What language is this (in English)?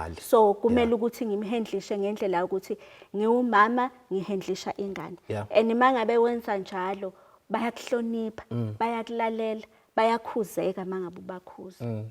Zulu